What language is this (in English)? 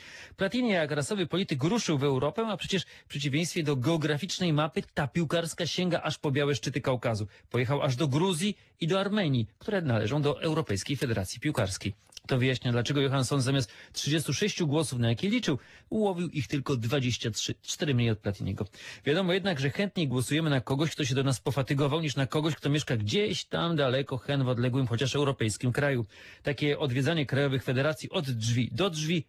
Polish